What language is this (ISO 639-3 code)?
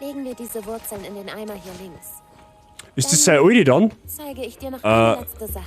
bar